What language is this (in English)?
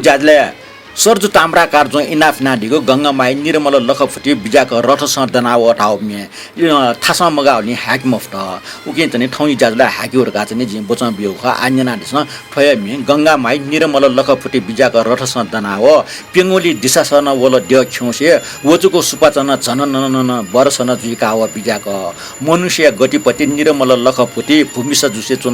Newari